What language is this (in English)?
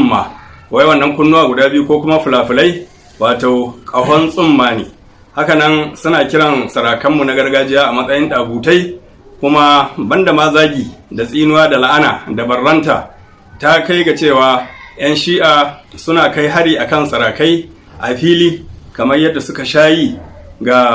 Hausa